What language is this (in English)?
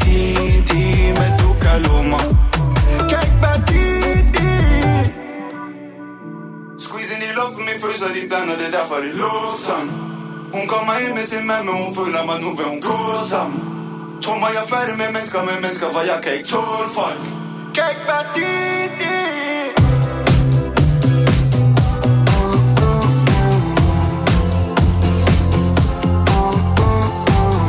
Danish